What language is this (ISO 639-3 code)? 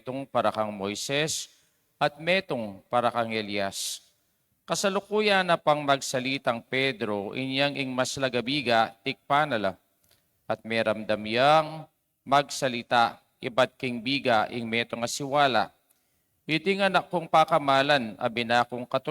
pam